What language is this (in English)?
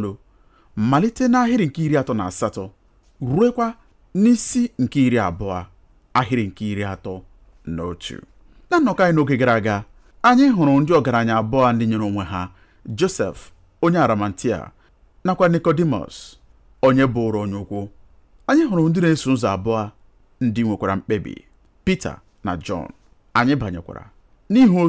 Igbo